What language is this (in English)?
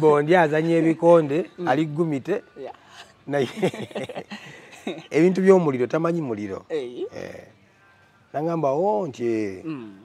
Ganda